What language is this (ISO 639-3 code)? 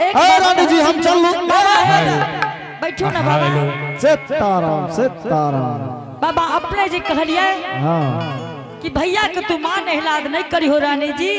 anp